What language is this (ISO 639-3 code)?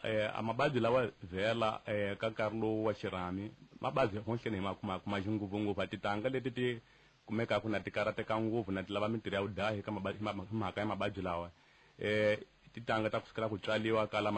tso